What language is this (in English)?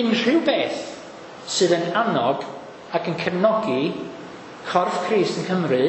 Welsh